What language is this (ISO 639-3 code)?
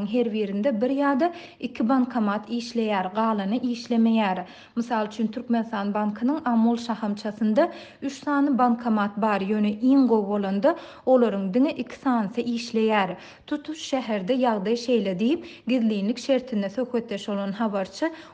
tuk